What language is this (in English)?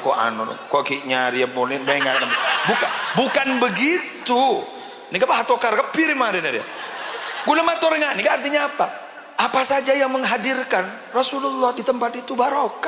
Madurese